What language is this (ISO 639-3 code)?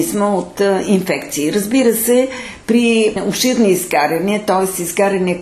bul